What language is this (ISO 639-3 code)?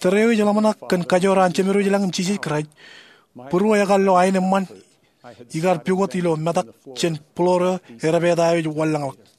mah